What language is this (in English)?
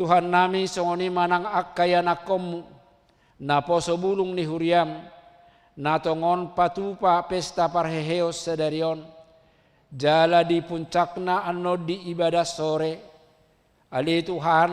Batak Toba